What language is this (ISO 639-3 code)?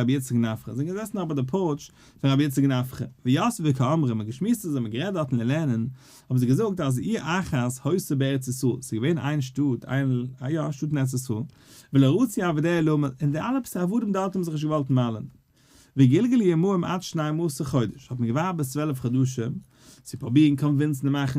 yid